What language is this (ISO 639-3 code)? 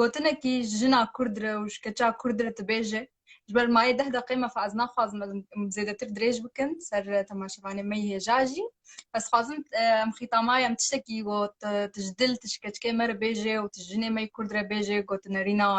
kur